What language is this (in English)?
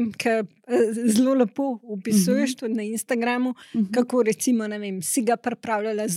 Slovenian